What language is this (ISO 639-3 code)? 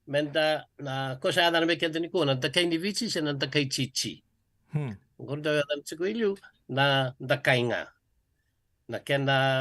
fij